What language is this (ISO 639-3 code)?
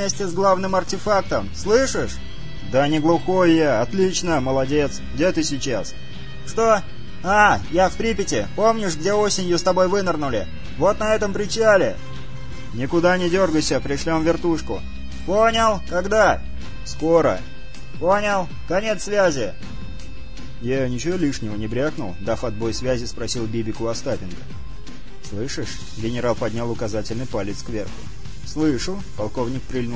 rus